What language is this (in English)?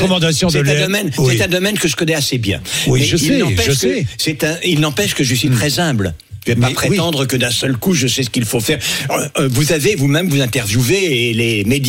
French